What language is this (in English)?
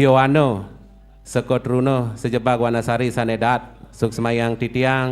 Balinese